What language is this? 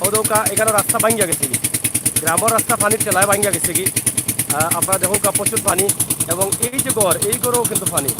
Sylheti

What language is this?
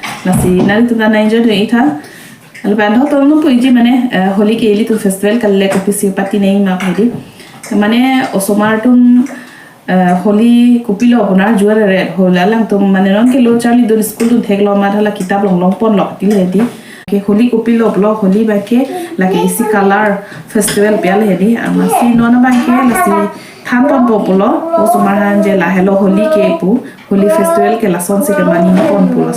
Karbi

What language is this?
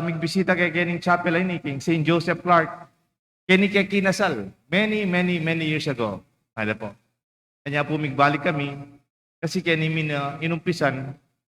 Pampanga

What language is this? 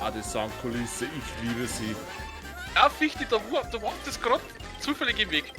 Bavarian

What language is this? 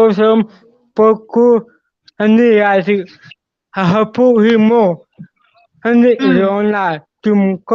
Hmar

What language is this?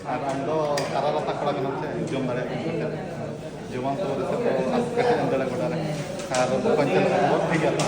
Santali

